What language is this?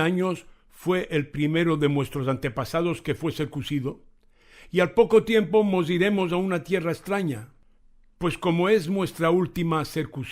Ladino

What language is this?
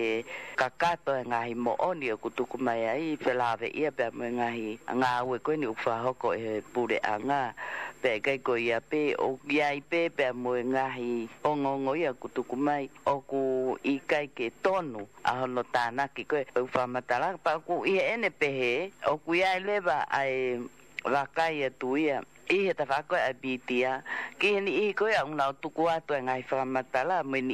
Tongan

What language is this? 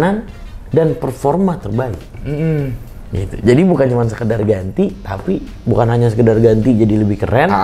Indonesian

